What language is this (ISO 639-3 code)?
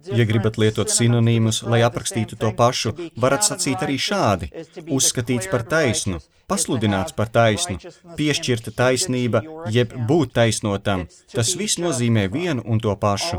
lav